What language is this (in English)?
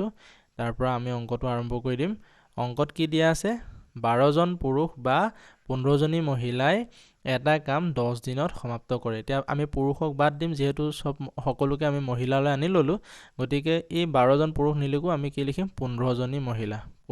Assamese